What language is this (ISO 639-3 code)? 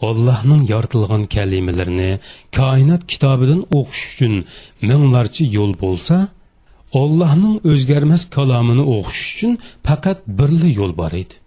uig